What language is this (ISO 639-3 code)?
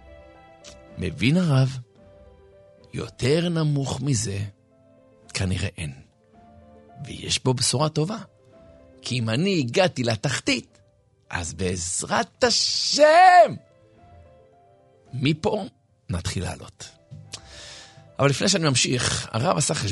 heb